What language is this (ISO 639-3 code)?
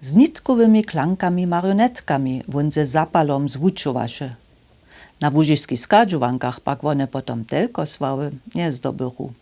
hsb